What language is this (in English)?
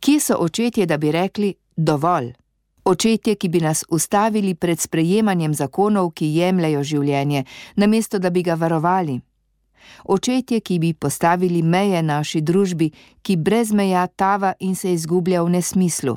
Slovenian